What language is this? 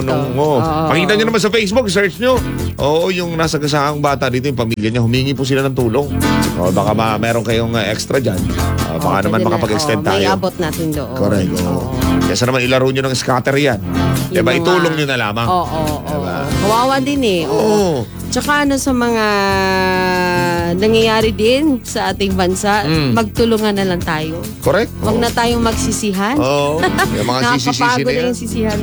Filipino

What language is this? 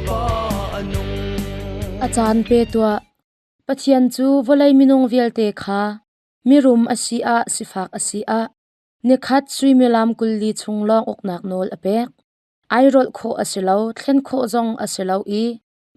Hakha Chin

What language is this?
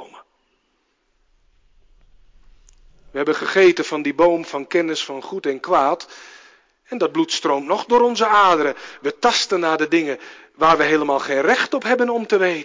Dutch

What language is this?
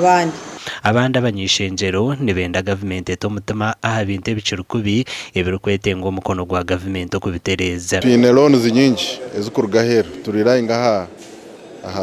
Nyankole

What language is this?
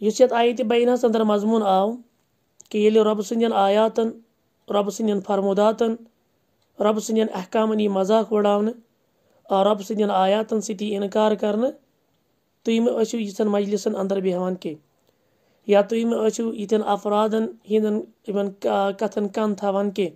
Kashmiri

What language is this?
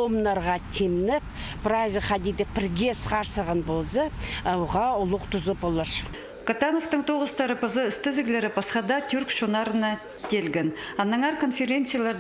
Khakas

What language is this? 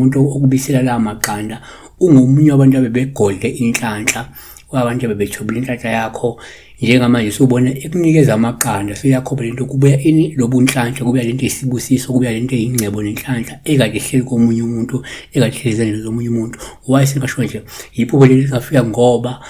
Zulu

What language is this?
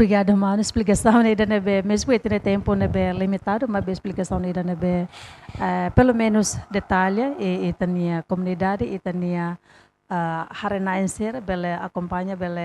Tetum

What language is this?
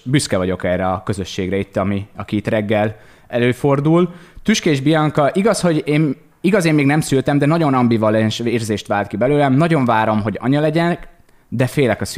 Hungarian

